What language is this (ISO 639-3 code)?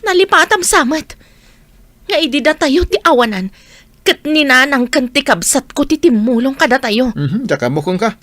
ilo